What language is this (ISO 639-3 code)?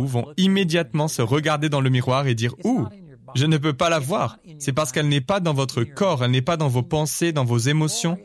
fra